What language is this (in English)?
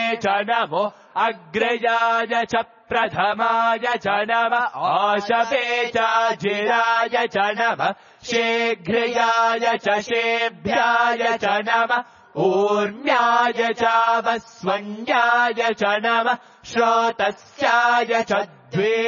Sanskrit